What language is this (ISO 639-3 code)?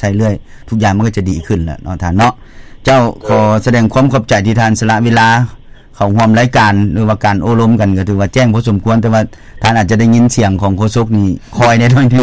lao